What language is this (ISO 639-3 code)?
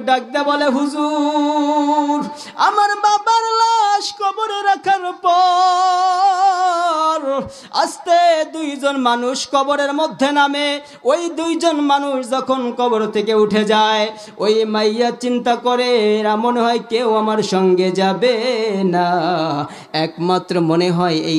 ben